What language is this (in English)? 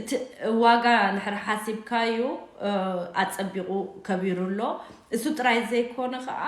Tigrinya